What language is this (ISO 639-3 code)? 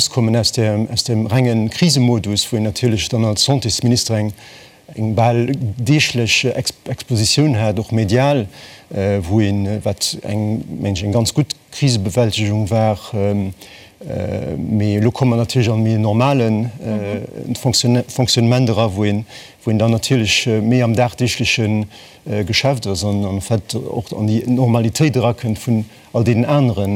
ltz